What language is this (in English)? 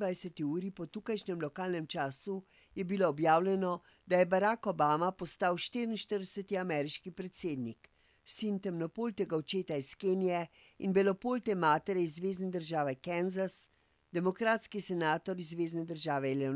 Slovenian